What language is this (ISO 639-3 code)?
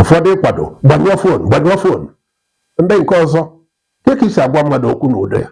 ibo